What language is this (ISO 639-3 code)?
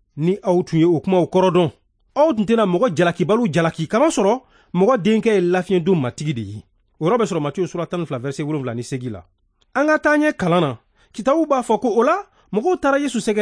bam